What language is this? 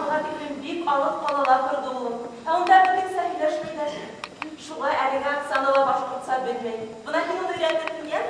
Bashkir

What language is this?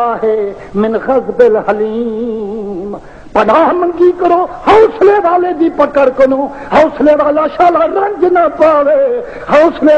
Saraiki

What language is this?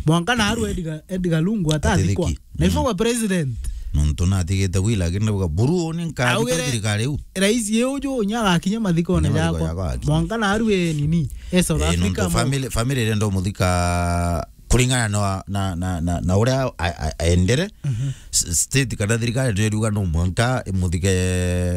Meru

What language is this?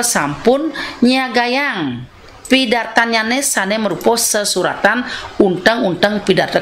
Balinese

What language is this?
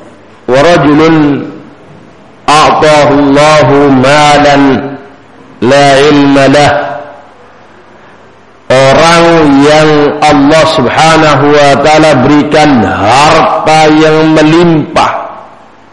Indonesian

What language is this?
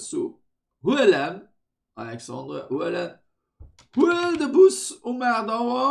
Luxembourgish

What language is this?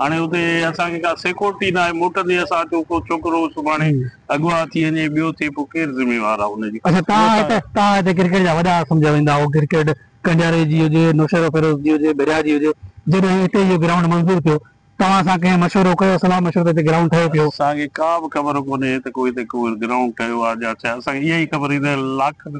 Sindhi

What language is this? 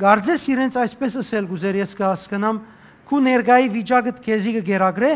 Western Armenian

